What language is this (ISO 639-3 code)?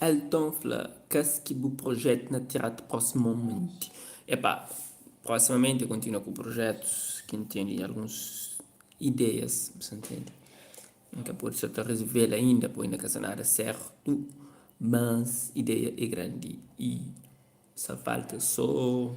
kea